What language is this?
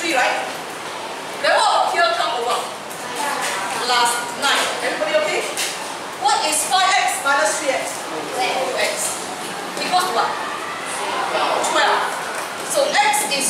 English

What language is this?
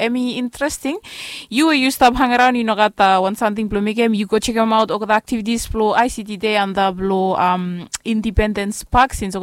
Bislama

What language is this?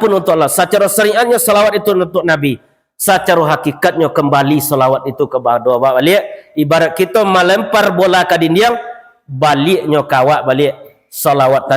Minangkabau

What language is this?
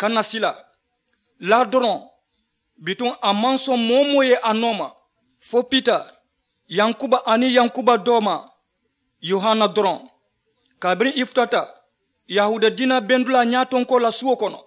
Mandingo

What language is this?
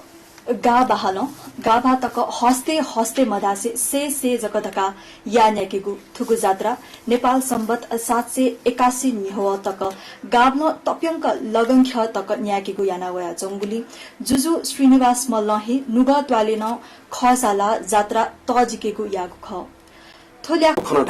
Newari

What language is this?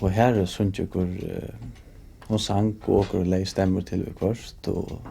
Faroese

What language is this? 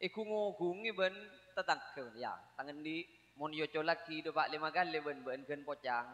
Madurese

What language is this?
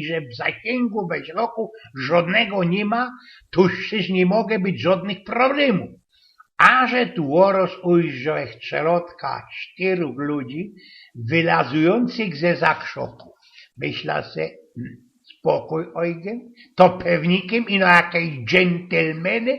Silesian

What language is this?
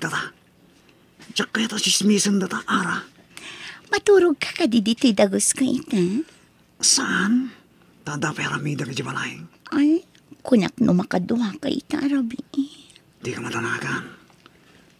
Iloko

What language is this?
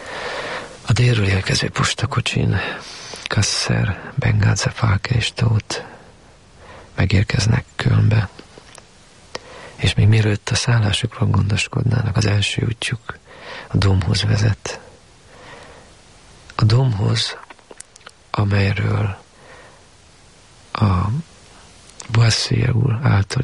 Hungarian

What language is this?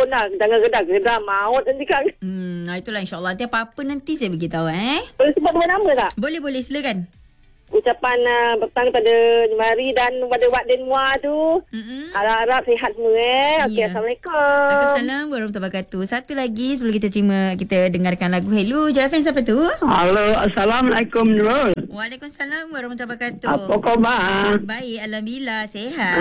Malay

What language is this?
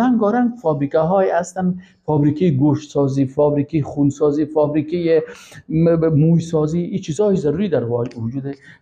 Persian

